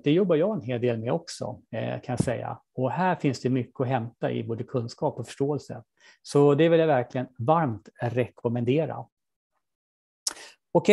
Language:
Swedish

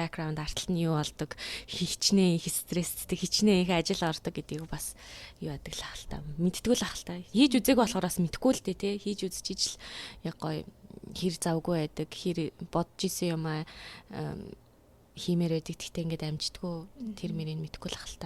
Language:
Mongolian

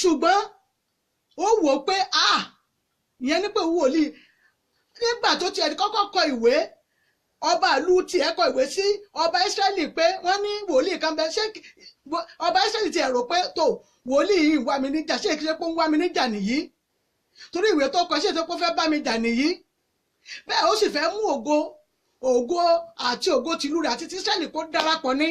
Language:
Yoruba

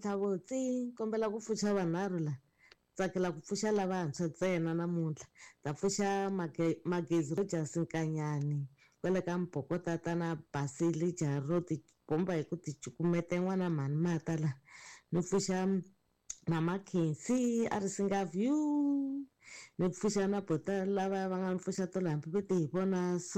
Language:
Tsonga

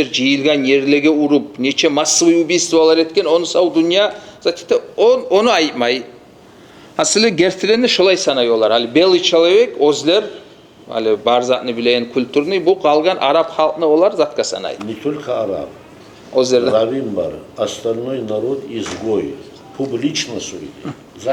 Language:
Kumyk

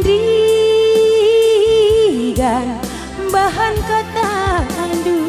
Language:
Batak Karo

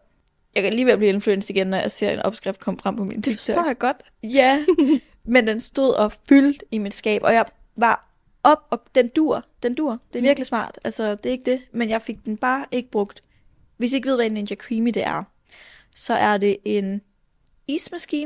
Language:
Danish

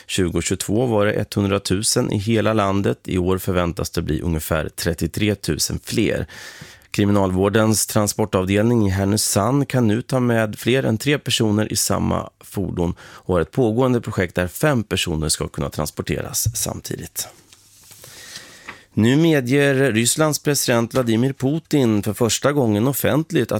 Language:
Swedish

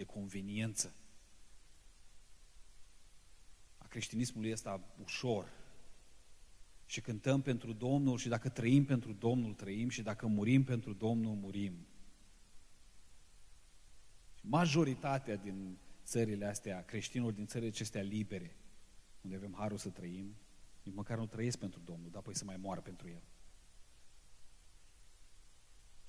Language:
Romanian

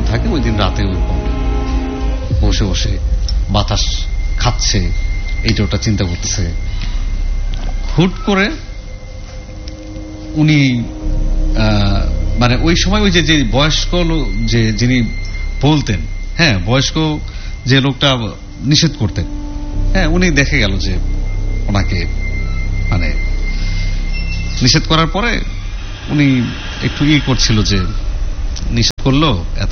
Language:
Bangla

